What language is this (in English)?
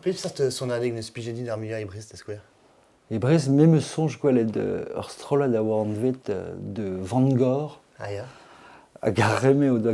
Breton